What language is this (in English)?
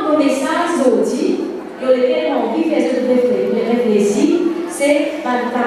Morisyen